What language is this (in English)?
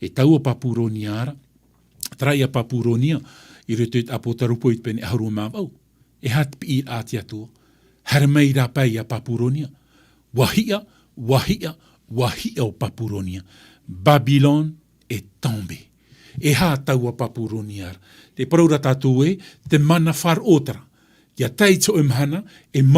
Tahitian